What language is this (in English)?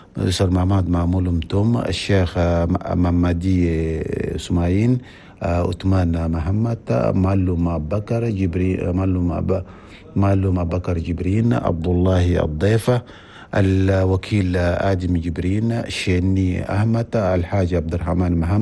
Chadian Arabic